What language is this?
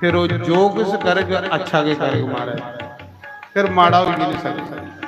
Dogri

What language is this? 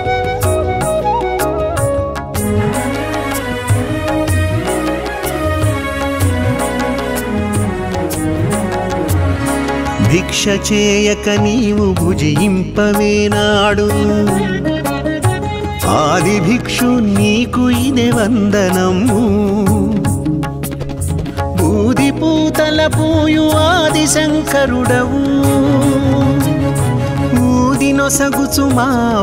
Telugu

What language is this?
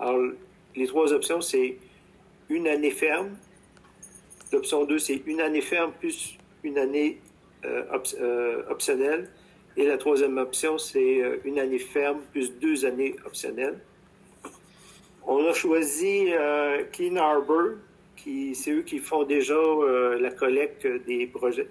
French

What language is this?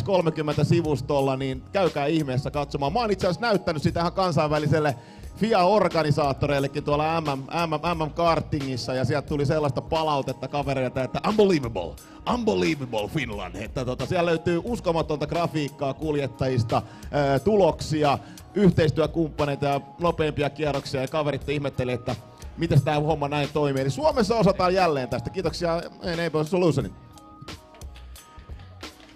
Finnish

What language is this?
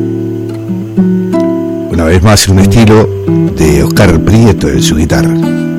Spanish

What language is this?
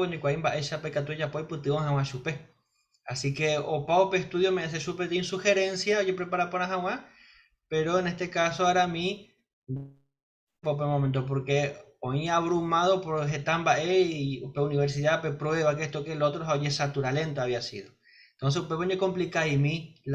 Guarani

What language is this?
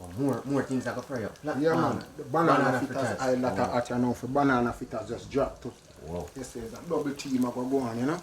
Jamaican Creole English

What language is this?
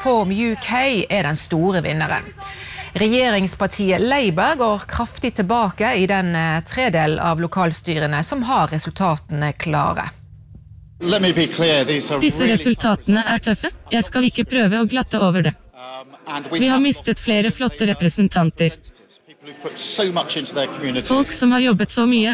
Norwegian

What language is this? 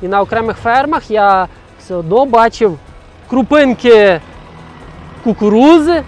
Ukrainian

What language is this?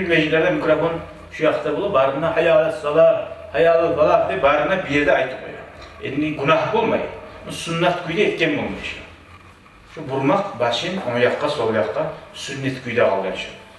Kumyk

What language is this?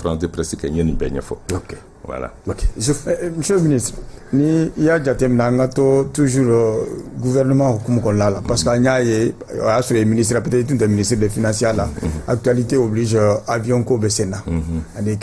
Bambara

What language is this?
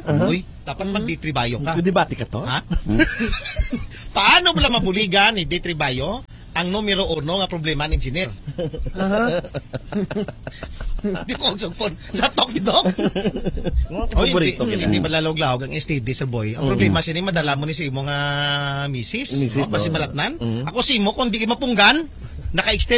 Hiligaynon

